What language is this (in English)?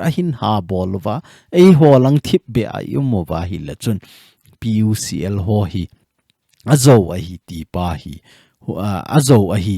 Thado Chin